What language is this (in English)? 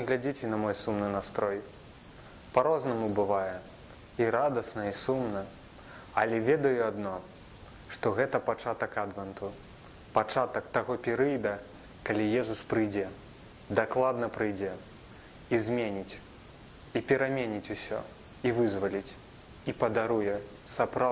Belarusian